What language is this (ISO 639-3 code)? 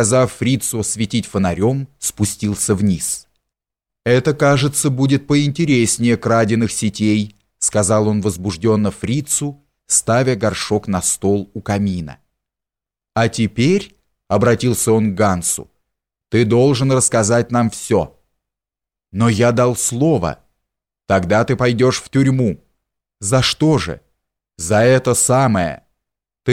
rus